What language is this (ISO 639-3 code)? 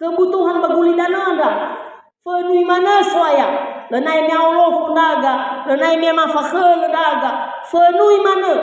nia